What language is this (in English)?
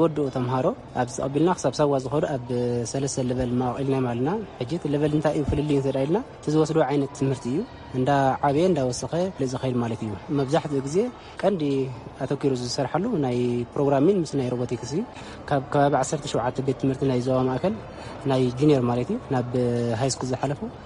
Tigrinya